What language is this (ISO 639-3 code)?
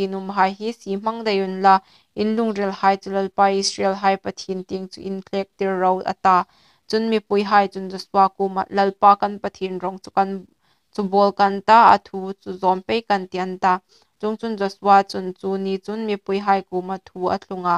hmr